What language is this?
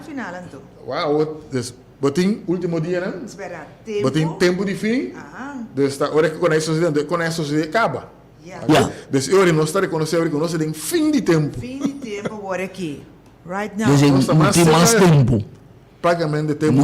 Papiamento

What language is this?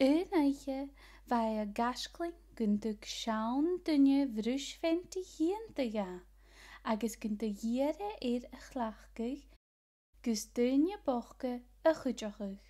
Scottish Gaelic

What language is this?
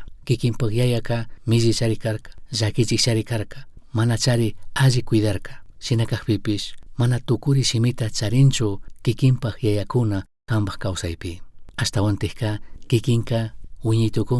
Chimborazo Highland Quichua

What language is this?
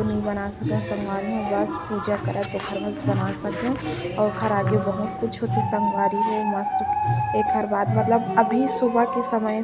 Chhattisgarhi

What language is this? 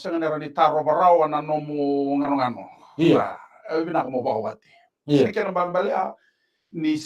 Fijian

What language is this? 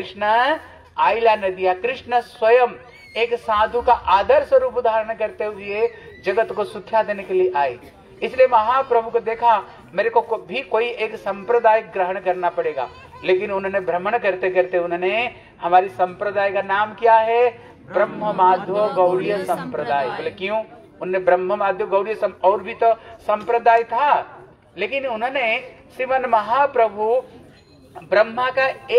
Hindi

